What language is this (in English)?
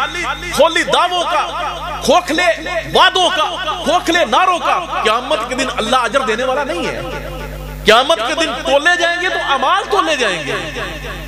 Urdu